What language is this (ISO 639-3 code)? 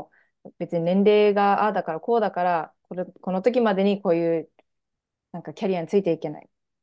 jpn